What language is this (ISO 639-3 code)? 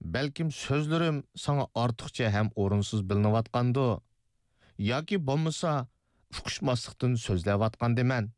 uig